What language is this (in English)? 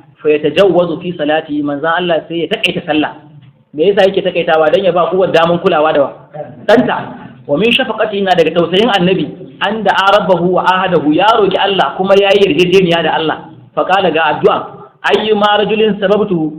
Hausa